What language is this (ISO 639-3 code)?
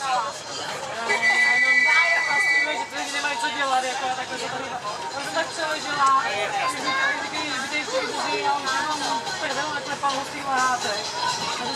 ces